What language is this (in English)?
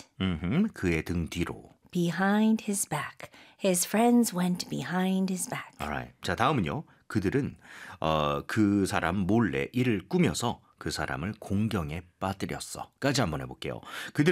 Korean